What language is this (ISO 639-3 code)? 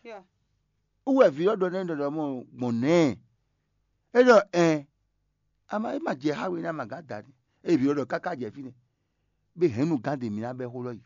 fon